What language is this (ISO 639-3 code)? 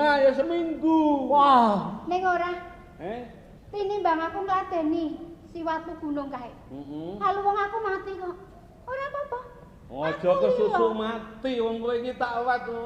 jav